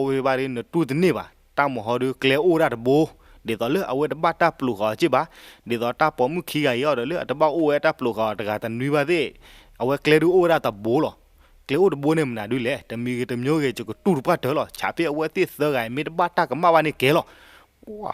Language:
S'gaw Karen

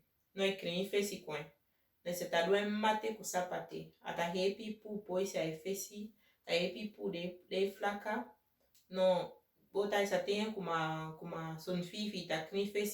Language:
Saramaccan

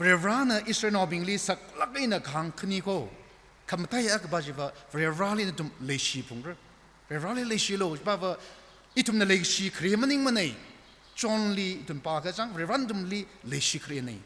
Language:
Tangkhul Naga (India)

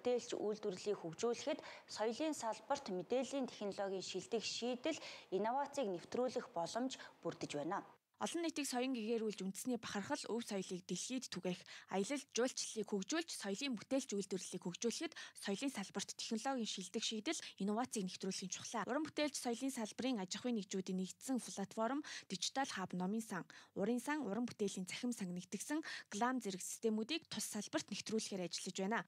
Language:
Mongolian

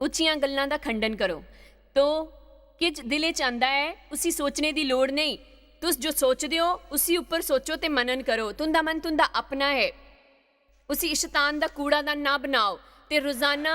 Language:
Dogri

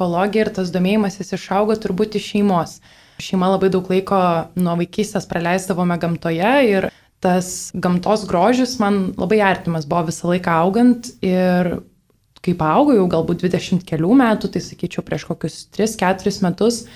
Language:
Lithuanian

